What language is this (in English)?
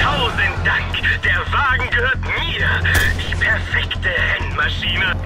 Bavarian